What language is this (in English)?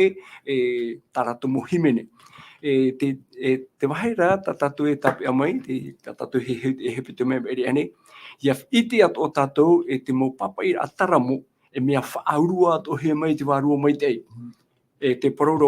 Tahitian